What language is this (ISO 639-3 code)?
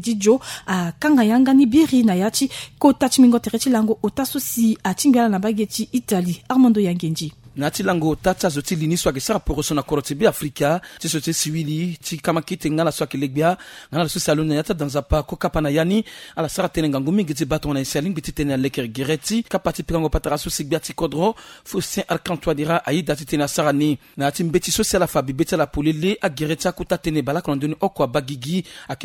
sag